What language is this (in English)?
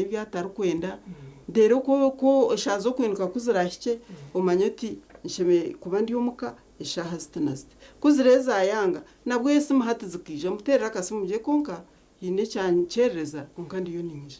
Nyankole